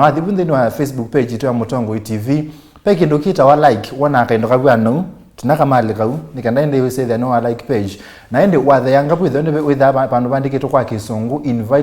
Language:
Kamba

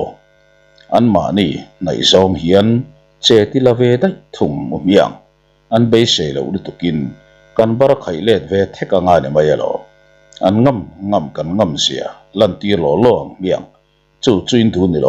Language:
Mizo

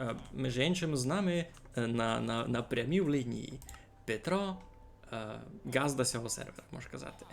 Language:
Rusyn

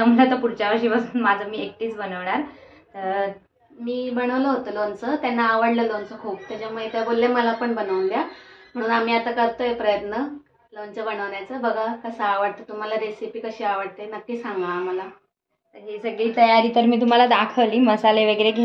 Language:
Marathi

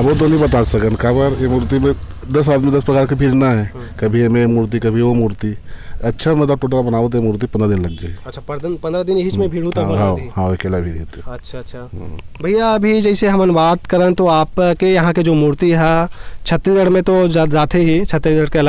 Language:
Chhattisgarhi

